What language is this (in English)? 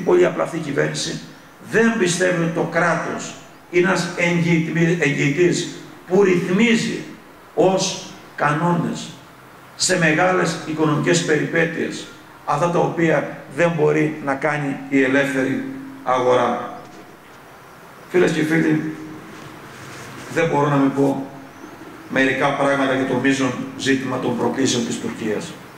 Greek